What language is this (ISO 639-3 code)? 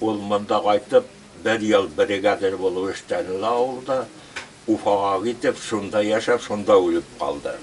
bak